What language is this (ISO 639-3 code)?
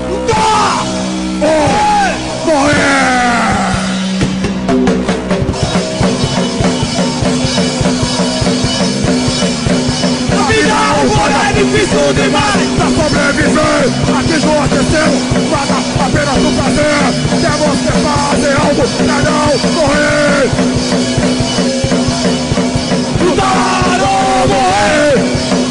por